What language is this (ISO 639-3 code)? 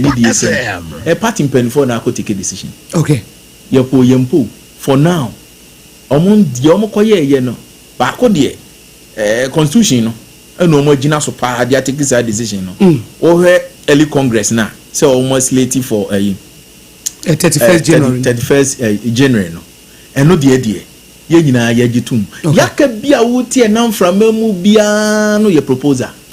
aka